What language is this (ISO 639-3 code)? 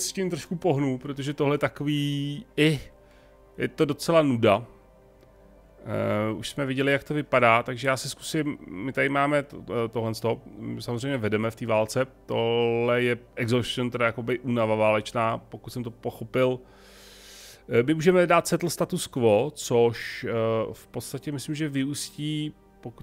ces